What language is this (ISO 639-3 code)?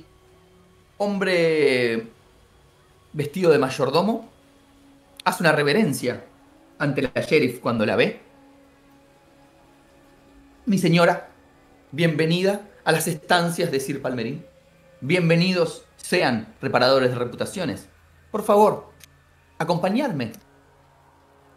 spa